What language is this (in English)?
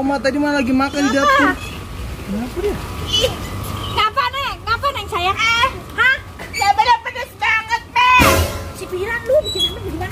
Betawi